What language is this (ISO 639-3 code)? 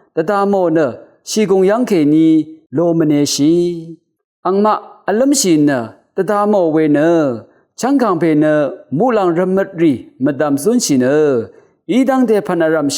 raw